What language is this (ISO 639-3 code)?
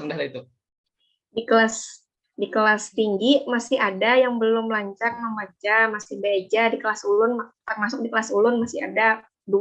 bjn